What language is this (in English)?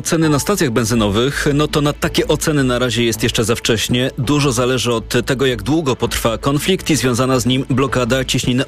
Polish